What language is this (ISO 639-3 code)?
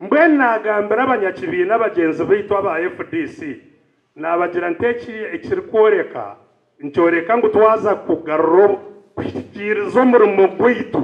nyn